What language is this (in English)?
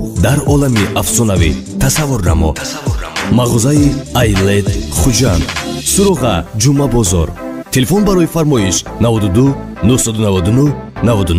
Tajik